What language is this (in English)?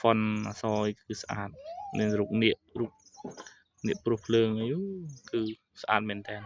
Khmer